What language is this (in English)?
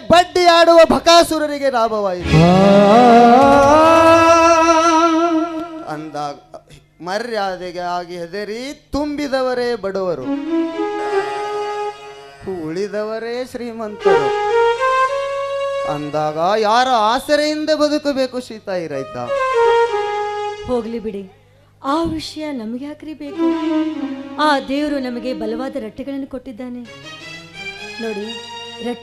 Kannada